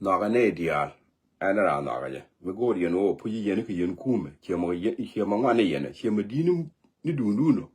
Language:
Nuer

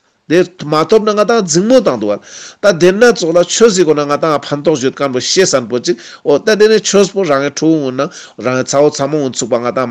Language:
Ladakhi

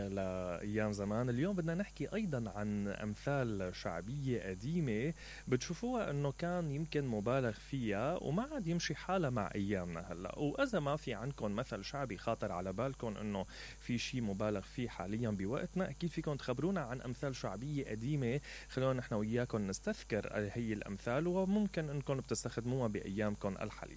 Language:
Mesopotamian Arabic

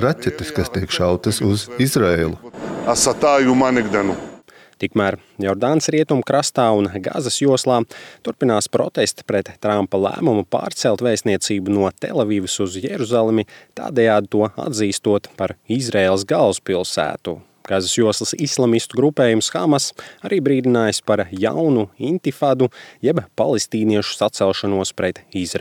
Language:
Latvian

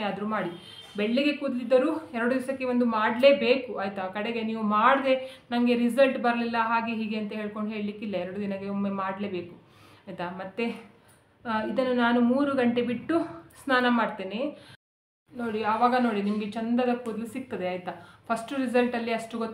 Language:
Kannada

